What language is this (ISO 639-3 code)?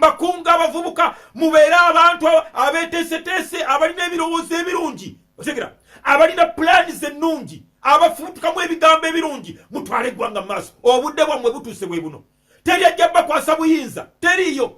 lug